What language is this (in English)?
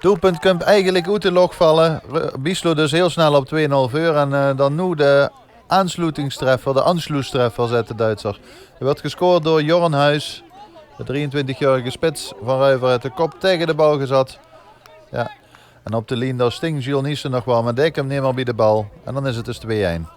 Limburgish